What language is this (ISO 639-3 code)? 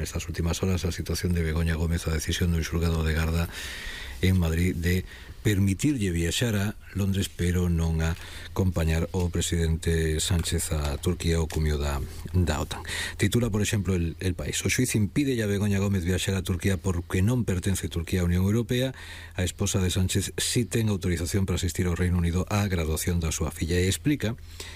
glg